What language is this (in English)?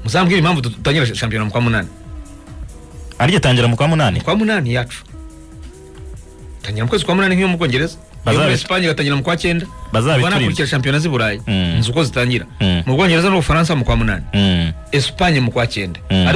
Kinyarwanda